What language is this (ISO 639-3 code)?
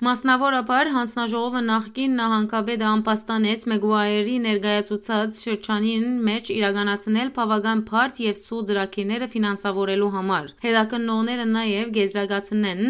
hyw